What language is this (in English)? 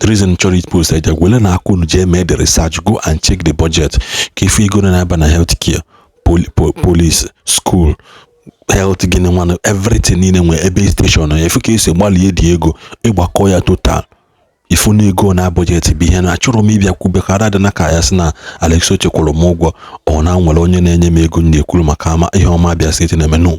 Igbo